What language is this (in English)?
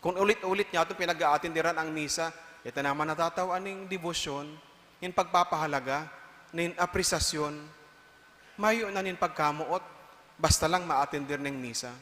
Bikol